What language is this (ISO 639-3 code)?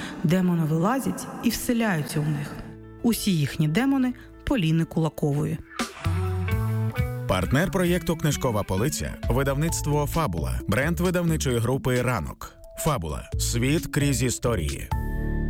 ukr